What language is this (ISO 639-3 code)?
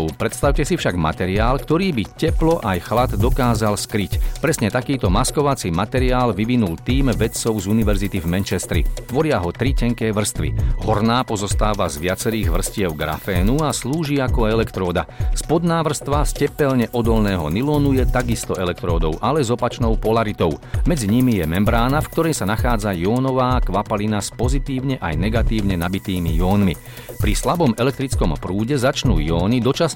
slk